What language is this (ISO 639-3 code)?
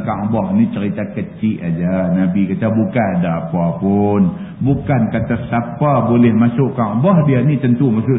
msa